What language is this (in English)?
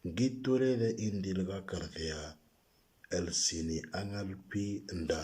Moro